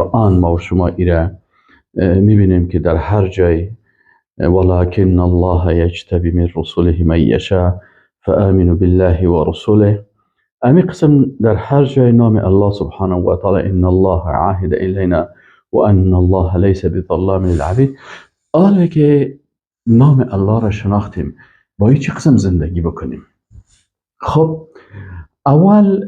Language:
Persian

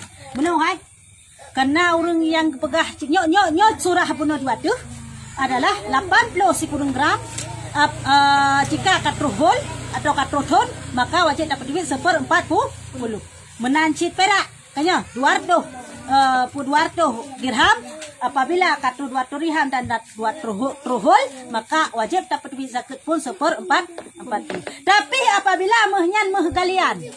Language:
Achinese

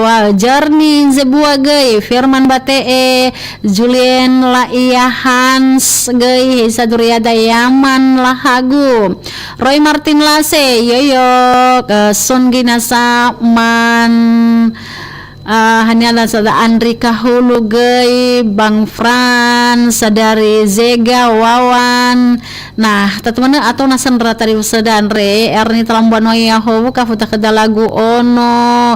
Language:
Nias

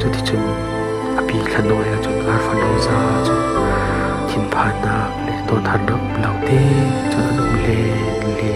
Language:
Falam Chin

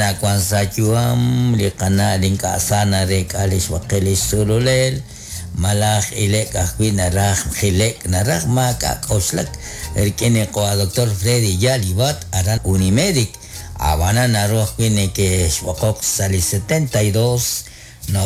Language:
Kekchí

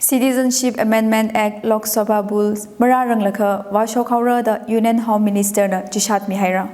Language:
Tangkhul Naga (India)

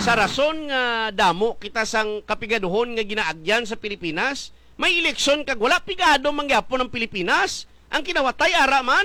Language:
Hiligaynon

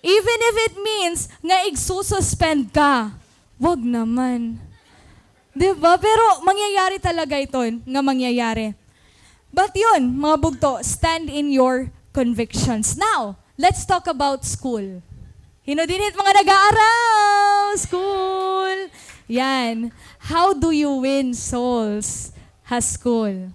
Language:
Waray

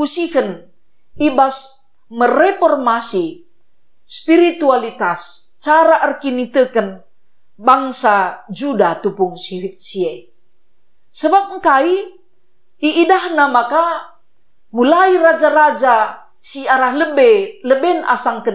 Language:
Batak Karo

